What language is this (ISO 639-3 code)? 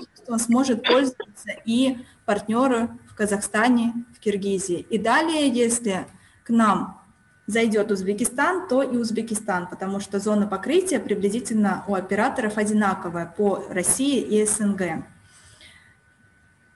rus